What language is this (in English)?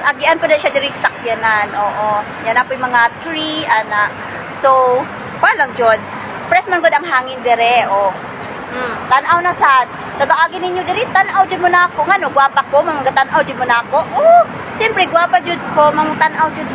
Cebuano